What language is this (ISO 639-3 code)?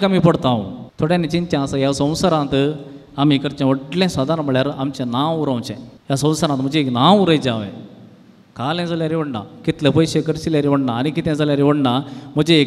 kok